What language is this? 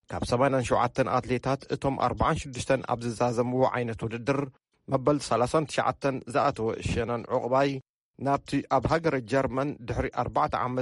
Tigrinya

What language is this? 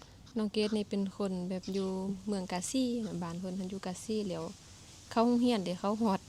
Lao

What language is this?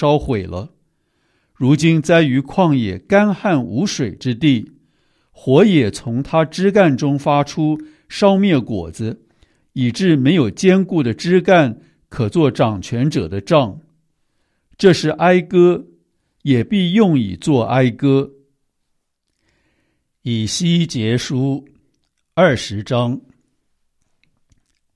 Chinese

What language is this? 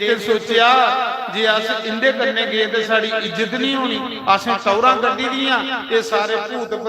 Dogri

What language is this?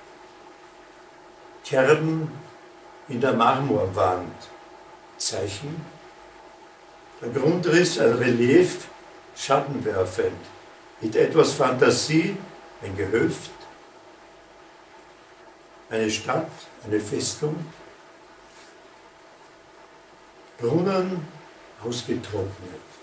German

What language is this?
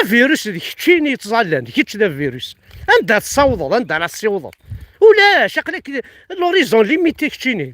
Kabyle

